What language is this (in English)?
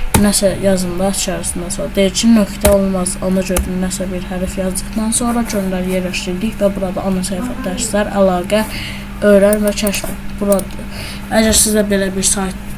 Azerbaijani